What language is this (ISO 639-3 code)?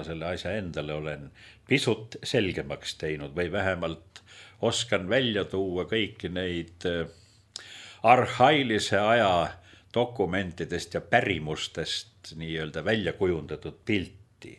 est